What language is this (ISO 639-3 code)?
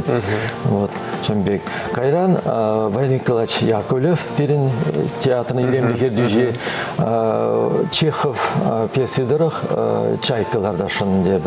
chv